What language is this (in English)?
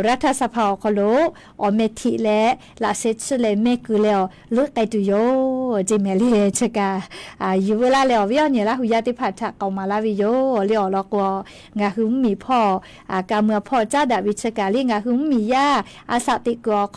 Lahu